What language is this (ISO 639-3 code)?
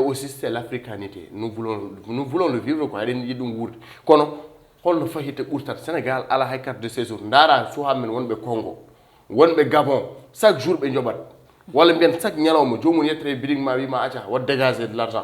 ful